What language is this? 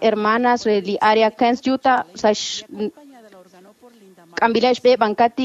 Kekchí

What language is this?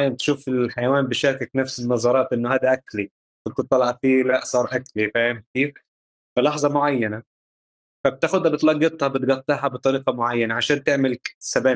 North Levantine Arabic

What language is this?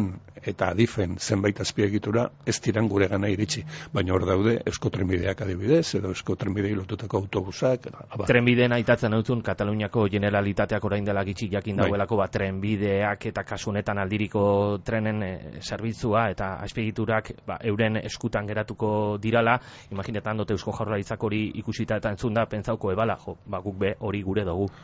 Basque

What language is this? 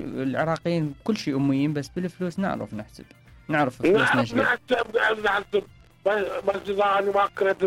Mesopotamian Arabic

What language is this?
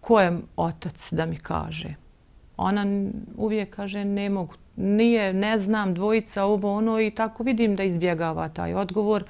Bosnian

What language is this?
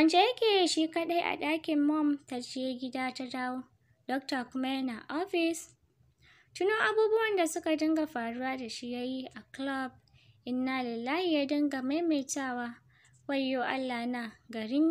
Hausa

